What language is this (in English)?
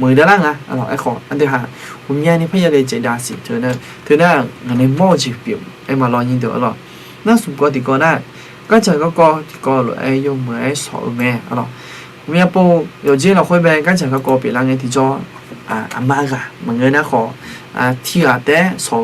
Akha